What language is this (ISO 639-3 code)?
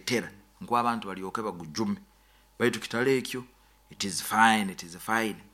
nyo